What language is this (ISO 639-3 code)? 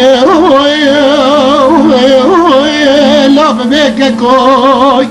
kur